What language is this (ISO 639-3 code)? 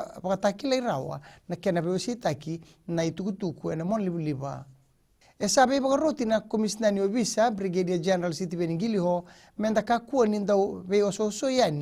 fij